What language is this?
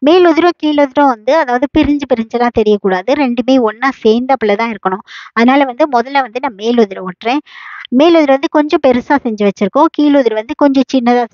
Tamil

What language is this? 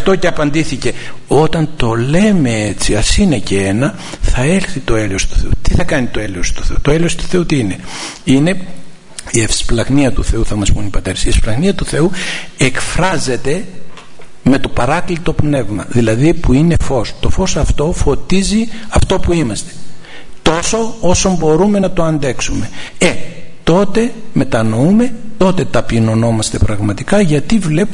Greek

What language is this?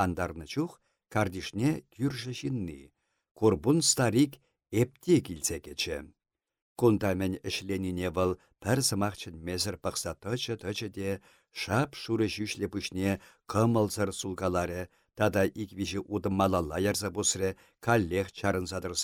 Chuvash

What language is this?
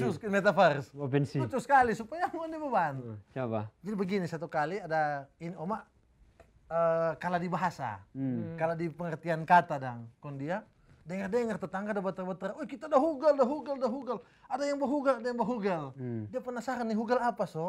Manado Malay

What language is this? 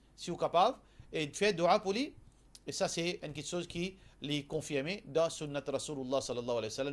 Morisyen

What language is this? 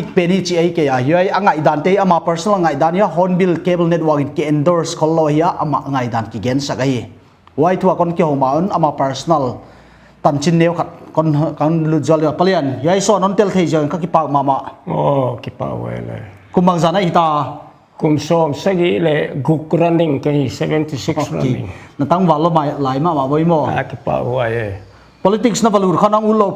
Paite Chin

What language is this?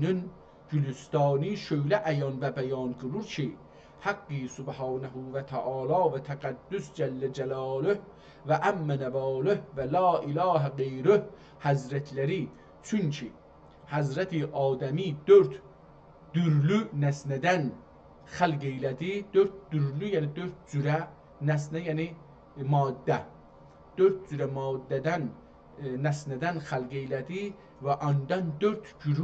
South Azerbaijani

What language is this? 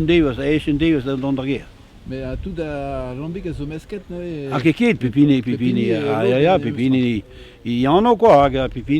Breton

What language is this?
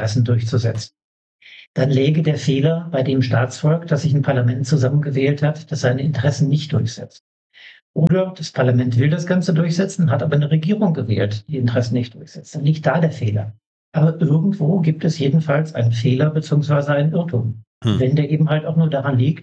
German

